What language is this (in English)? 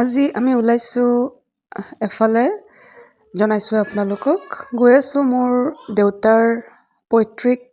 Assamese